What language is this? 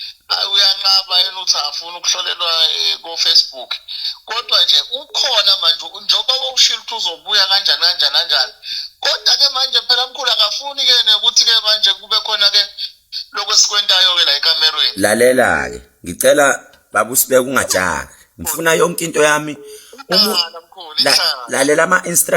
Zulu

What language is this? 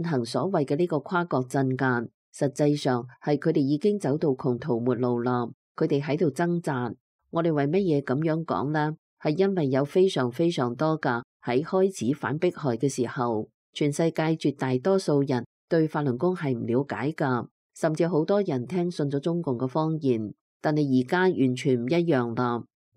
Cantonese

